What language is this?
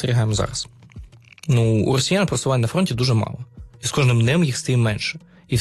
Ukrainian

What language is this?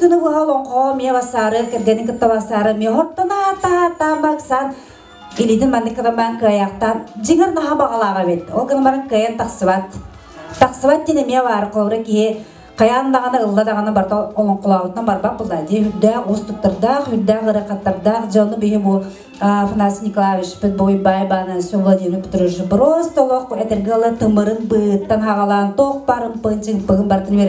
Yakut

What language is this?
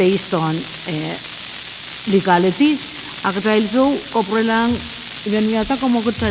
Pohnpeian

